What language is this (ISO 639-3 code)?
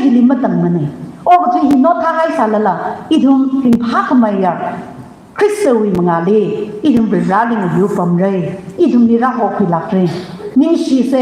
nmf